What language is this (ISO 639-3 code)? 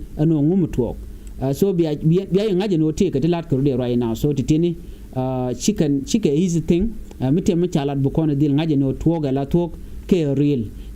nus